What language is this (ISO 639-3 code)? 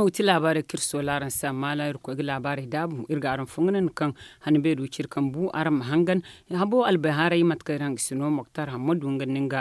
dje